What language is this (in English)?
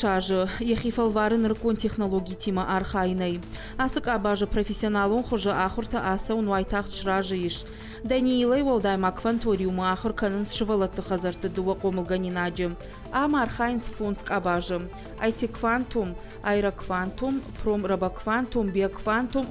Ossetic